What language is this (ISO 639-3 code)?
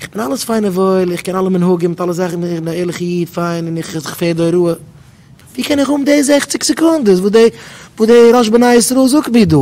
yid